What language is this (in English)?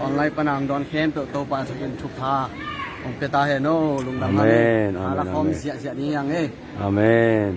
Tedim Chin